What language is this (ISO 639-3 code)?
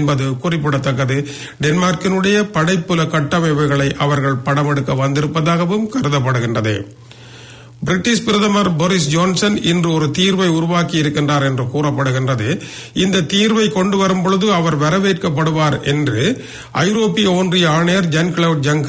tam